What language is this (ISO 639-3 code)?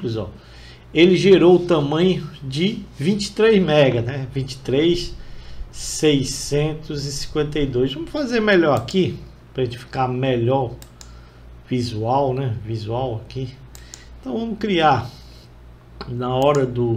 por